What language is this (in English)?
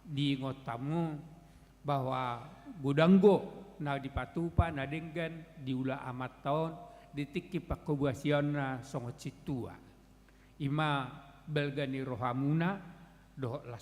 Batak Toba